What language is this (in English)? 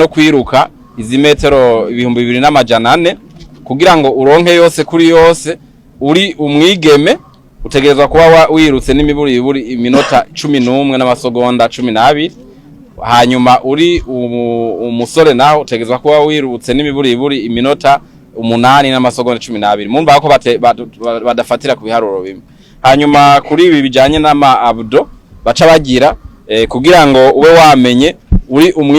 Rundi